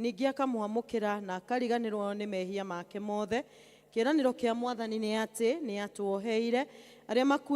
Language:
Kikuyu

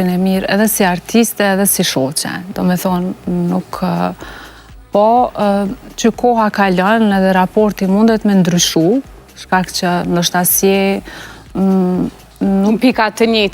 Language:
Albanian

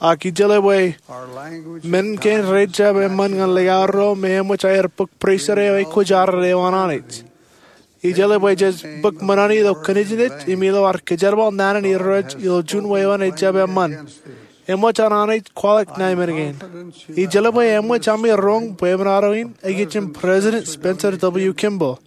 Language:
Marshallese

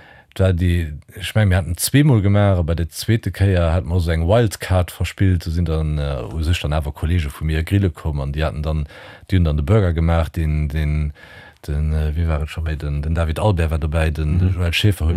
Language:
Luxembourgish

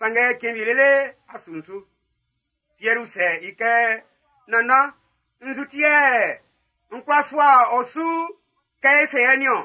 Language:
Baoulé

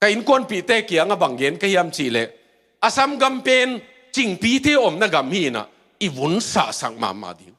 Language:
Tedim Chin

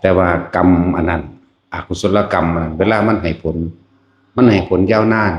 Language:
Lao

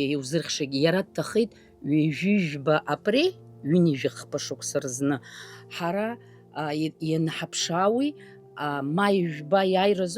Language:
Abkhazian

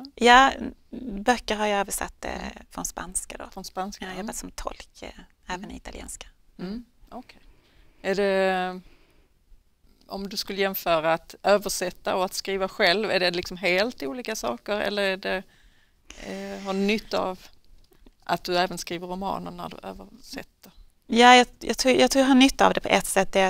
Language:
Swedish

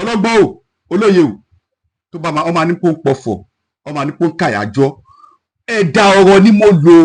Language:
Yoruba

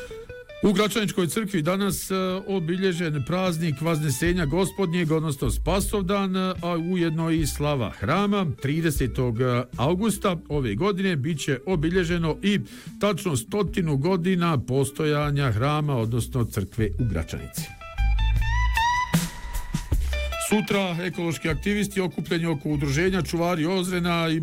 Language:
Bosnian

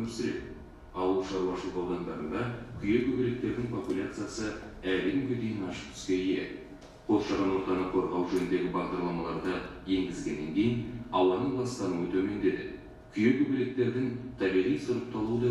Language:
Kazakh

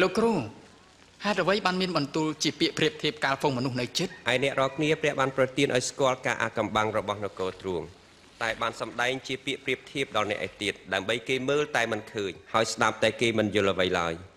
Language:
Khmer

